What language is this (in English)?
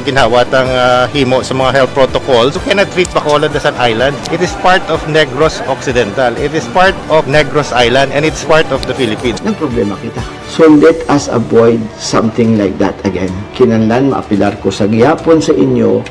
Hiligaynon